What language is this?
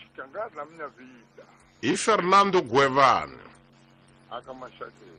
Tsonga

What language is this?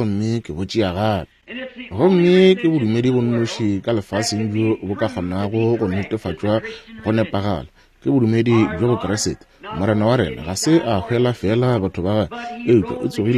Northern Sotho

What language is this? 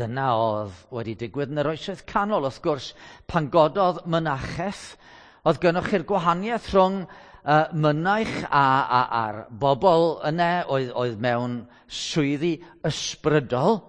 Welsh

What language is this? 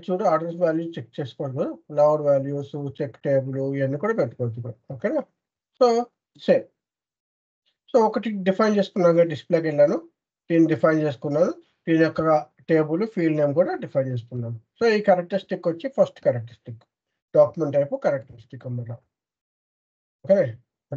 Telugu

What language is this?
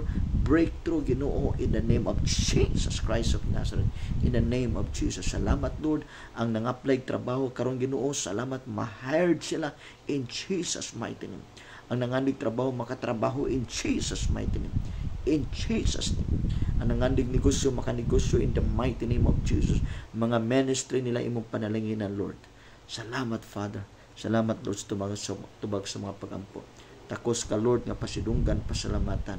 Cebuano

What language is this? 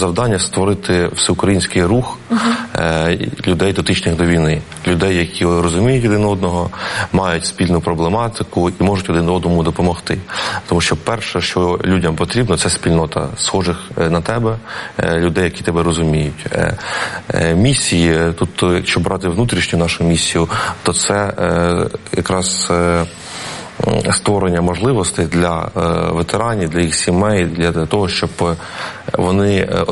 Ukrainian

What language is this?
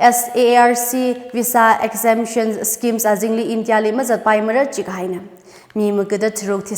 Tangkhul Naga (India)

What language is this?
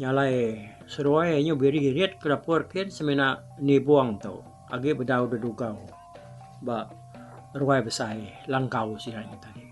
Iban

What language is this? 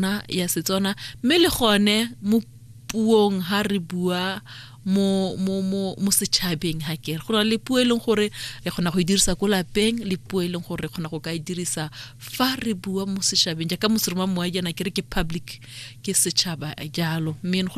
Tswana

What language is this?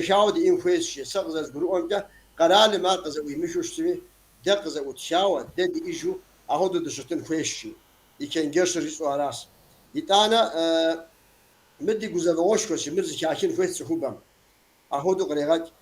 Kabardian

